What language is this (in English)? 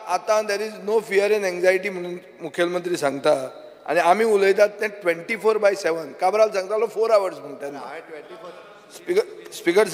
Konkani